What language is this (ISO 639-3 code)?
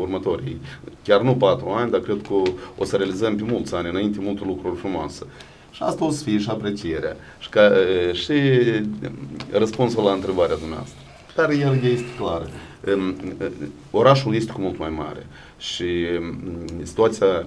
ron